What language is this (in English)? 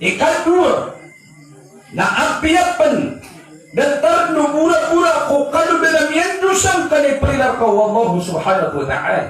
Maranao